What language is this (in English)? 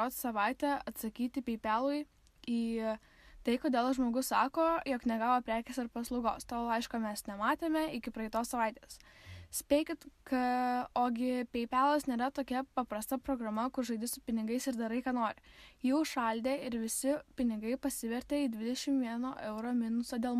Lithuanian